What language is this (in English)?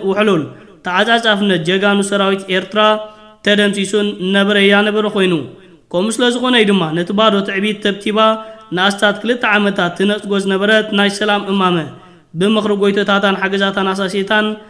Tigrinya